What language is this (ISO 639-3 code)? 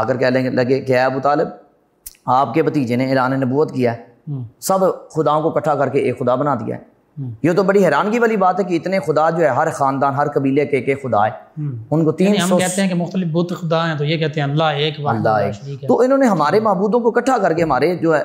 urd